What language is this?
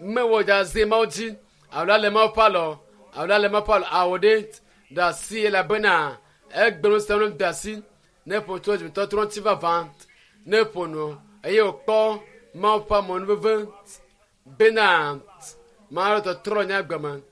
Ewe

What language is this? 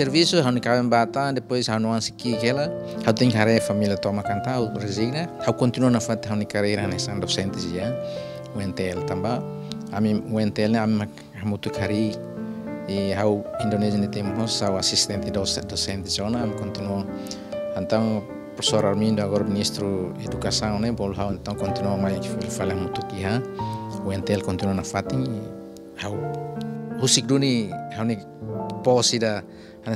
Tetum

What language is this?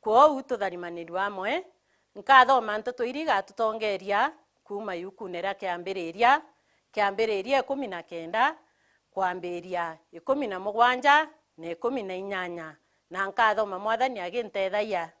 Meru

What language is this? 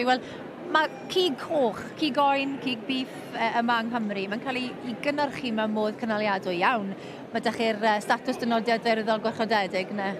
Welsh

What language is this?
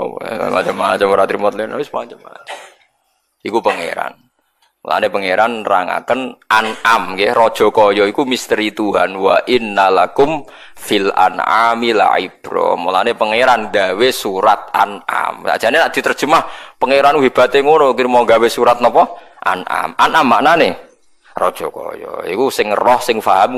Javanese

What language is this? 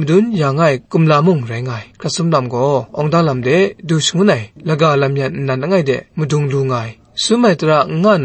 Kachin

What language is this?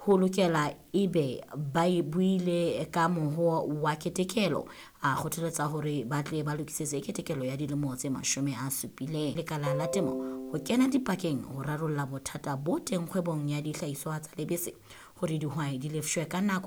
Southern Sotho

